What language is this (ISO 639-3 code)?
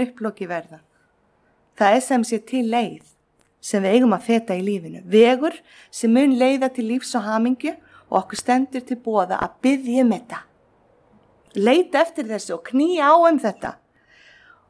isl